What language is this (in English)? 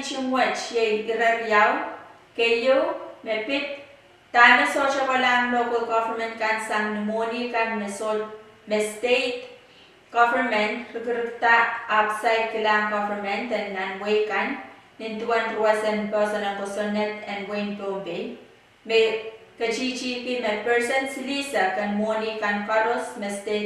Pohnpeian